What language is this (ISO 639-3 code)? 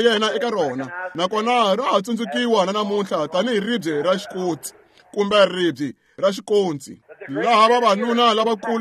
tso